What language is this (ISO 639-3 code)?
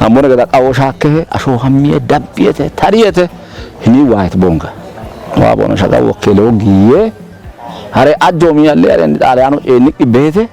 kbr